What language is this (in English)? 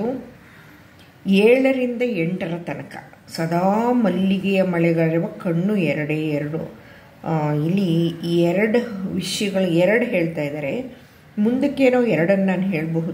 Kannada